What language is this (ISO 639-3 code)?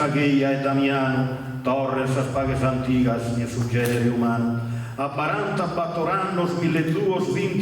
srd